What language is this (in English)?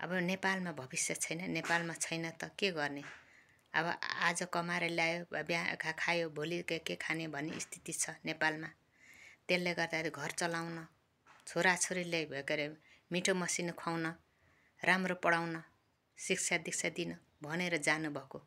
Nepali